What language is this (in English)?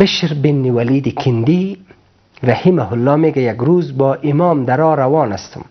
Persian